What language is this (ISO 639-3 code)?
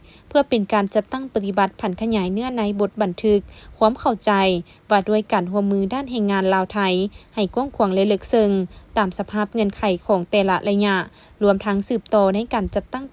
lao